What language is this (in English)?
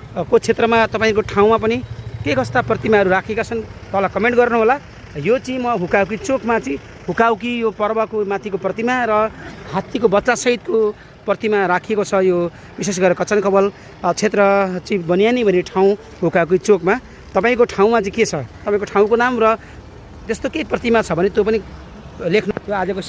Nepali